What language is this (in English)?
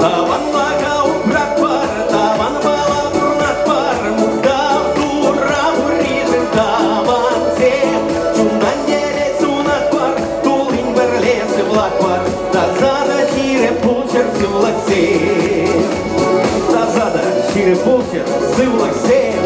Chuvash